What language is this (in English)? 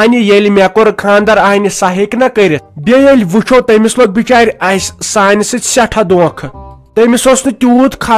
Kashmiri